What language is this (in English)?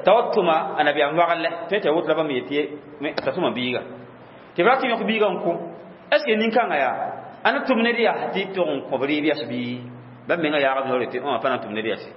Mossi